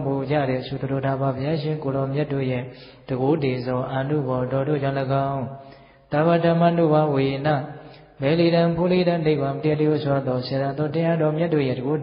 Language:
Burmese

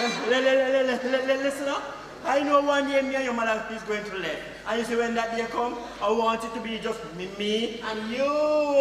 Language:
Jamaican Creole English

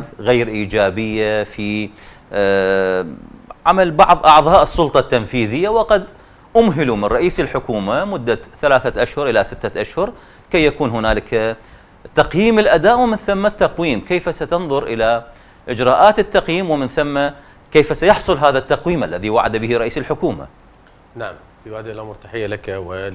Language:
Arabic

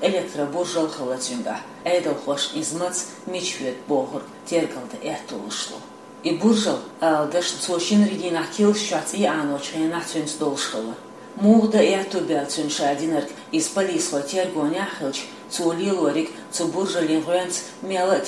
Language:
Chechen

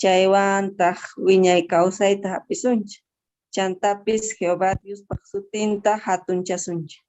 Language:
South Bolivian Quechua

